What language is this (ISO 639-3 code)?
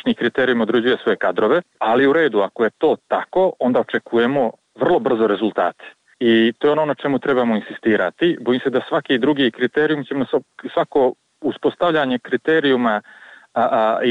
srp